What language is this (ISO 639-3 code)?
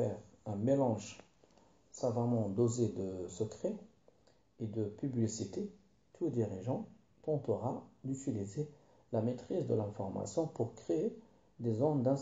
fra